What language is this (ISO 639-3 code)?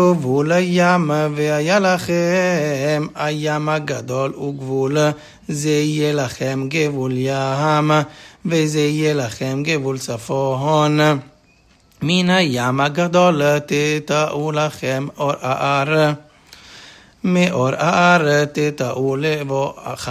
heb